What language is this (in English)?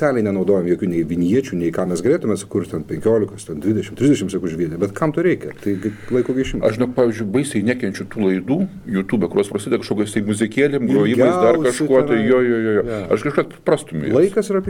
Lithuanian